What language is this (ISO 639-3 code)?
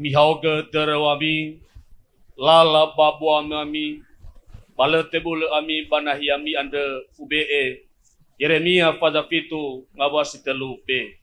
nia